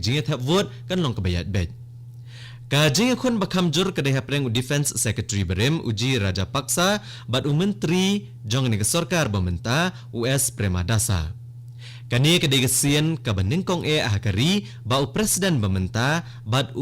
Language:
Khasi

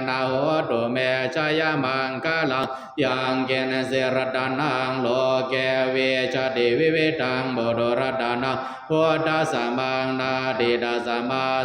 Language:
Pali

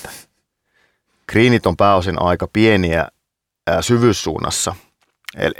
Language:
Finnish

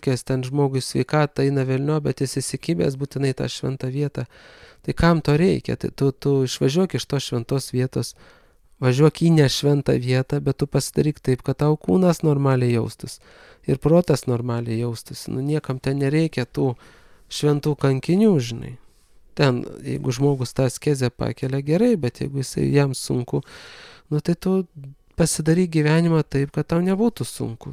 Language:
Lithuanian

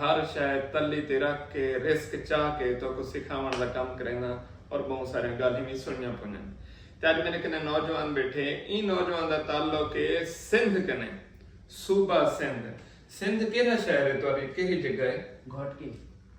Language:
Saraiki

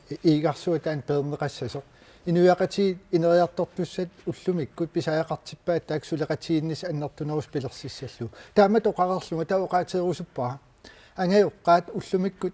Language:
Kalaallisut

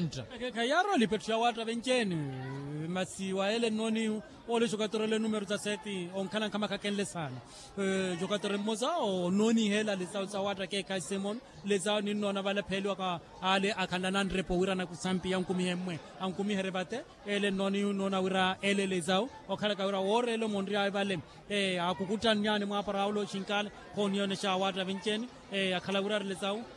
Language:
Makhuwa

